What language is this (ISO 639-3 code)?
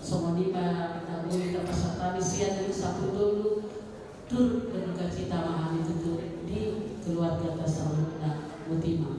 bbc